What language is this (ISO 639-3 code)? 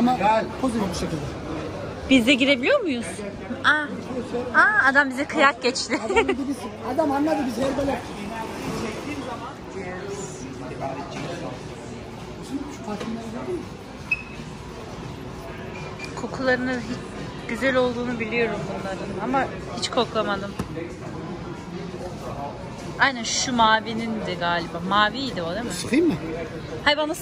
tur